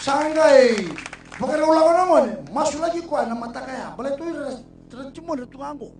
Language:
Fijian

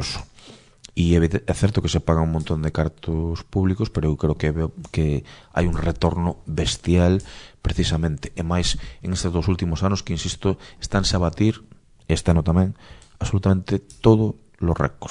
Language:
Galician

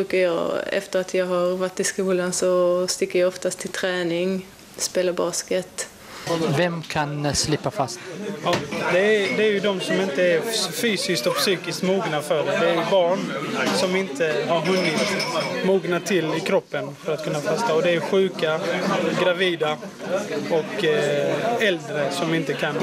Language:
Swedish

